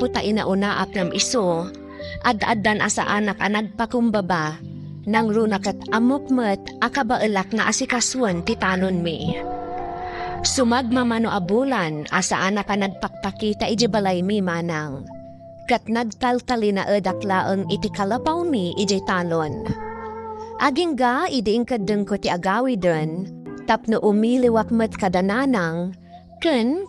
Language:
Iloko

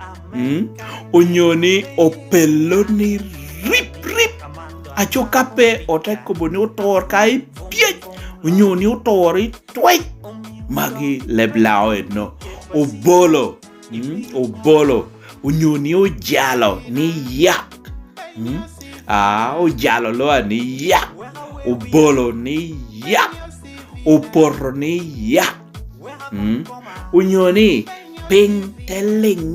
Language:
Lango (Uganda)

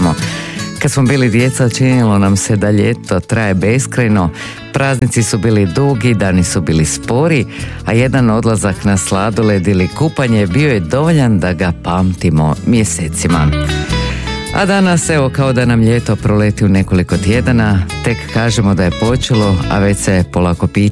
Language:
Croatian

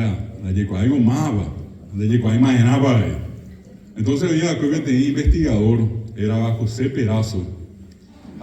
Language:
Guarani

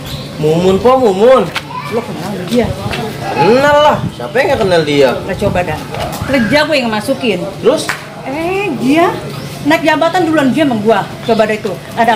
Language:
Betawi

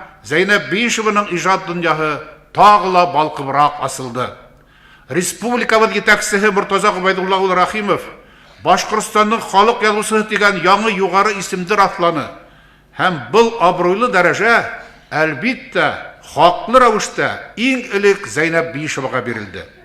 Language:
Bashkir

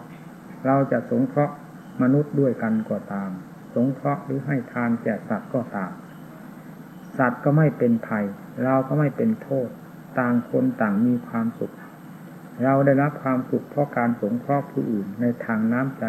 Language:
Thai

